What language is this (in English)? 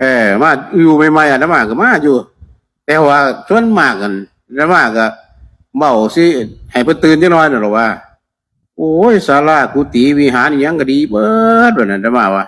Northeastern Thai